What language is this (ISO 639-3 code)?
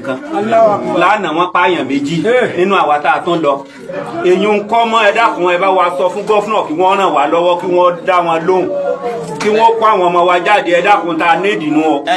yor